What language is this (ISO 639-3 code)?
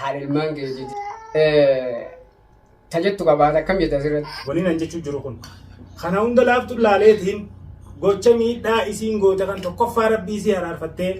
orm